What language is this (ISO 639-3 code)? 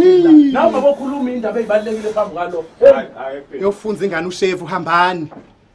zul